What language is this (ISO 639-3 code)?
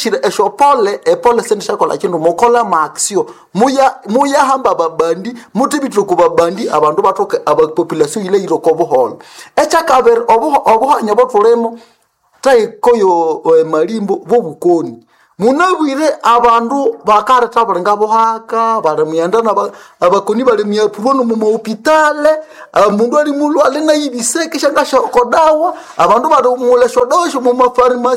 nnb